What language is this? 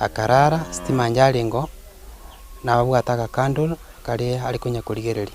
Gusii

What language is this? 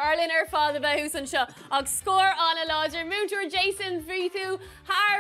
Irish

